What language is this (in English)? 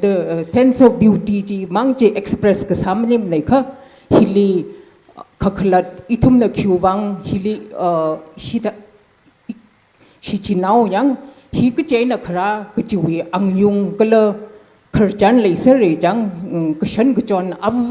Tangkhul Naga (India)